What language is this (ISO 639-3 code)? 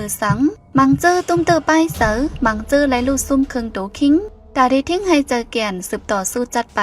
shn